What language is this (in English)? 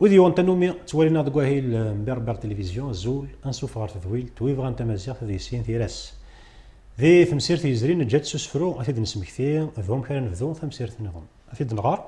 Kabyle